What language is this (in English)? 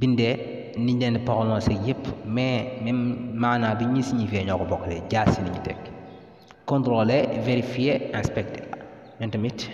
Wolof